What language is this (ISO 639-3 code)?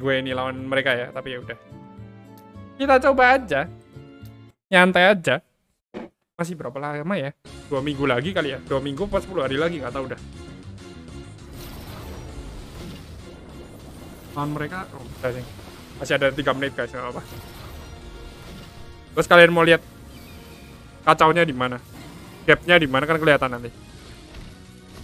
ind